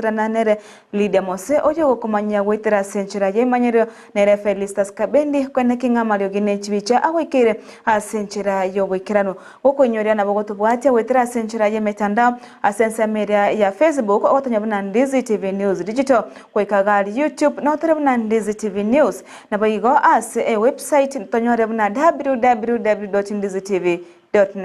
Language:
Gusii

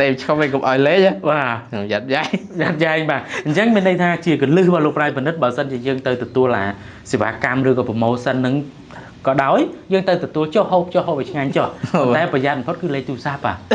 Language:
Khmer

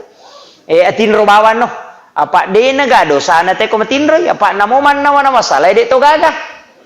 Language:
Buginese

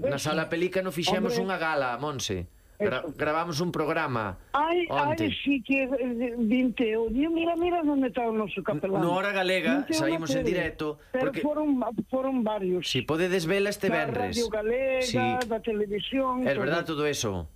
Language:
Galician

